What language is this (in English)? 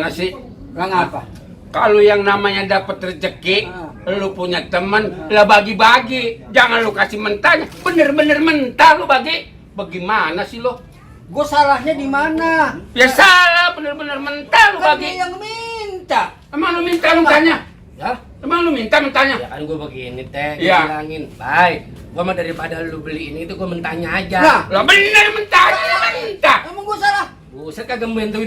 Betawi